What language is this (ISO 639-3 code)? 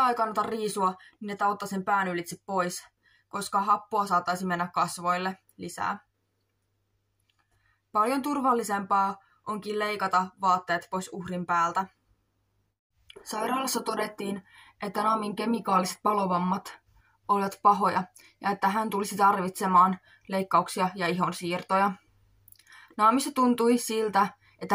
fin